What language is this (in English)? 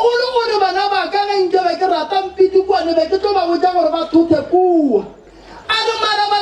Northern Sotho